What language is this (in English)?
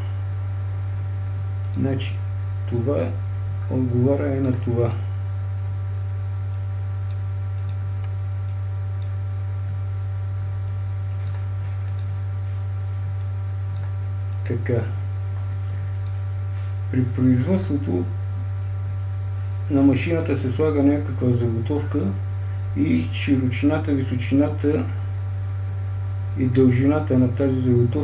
Bulgarian